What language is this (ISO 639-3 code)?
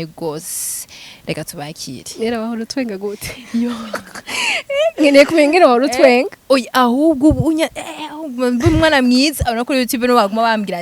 run